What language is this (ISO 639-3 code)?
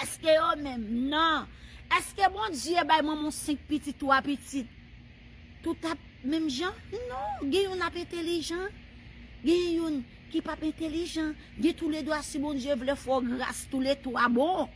hat